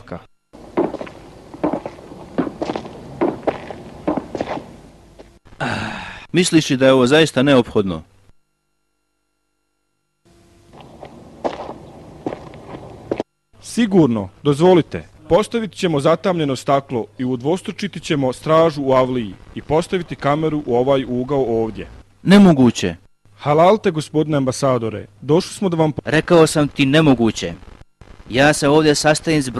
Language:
Bosnian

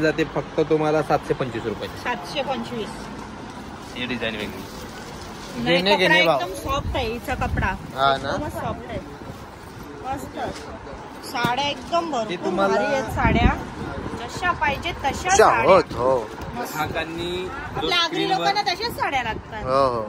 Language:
Marathi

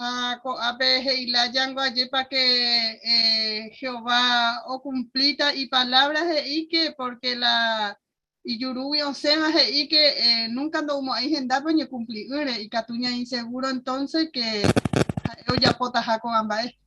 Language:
Guarani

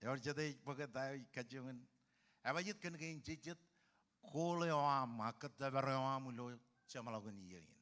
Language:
Marshallese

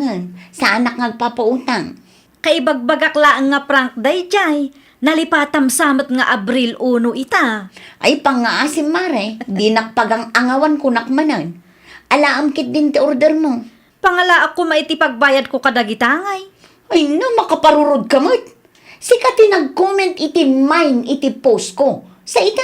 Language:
Iloko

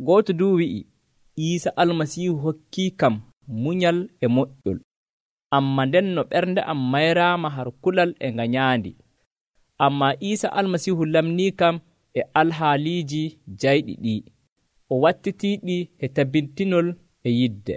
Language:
Nigerian Fulfulde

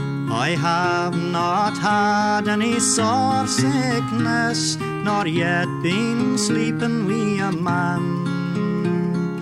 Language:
Basque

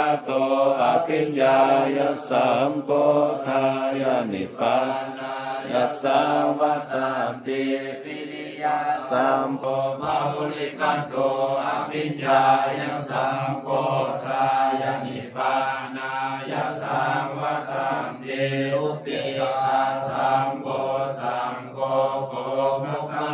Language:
Pali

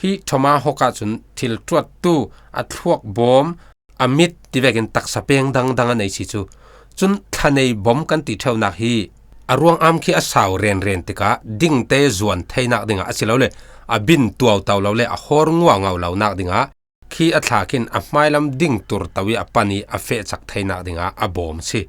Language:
Falam Chin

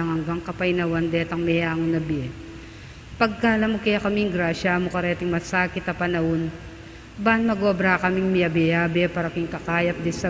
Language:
Pampanga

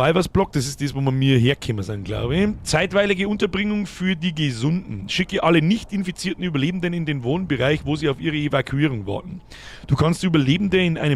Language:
Bavarian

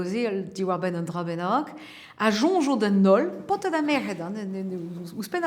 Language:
Breton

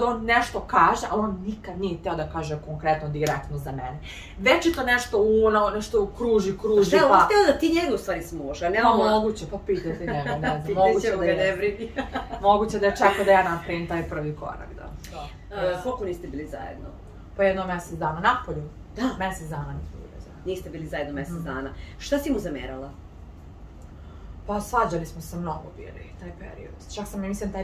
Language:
Serbian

